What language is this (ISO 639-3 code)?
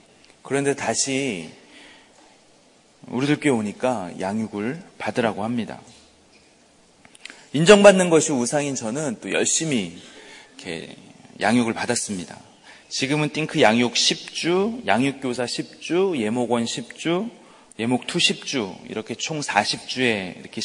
kor